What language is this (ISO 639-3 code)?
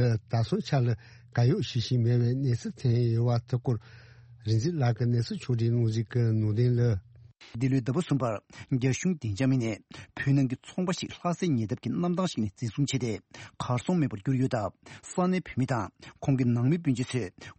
bod